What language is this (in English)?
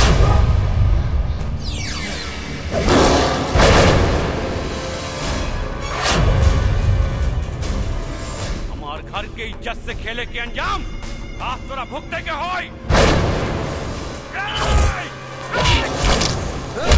Bhojpuri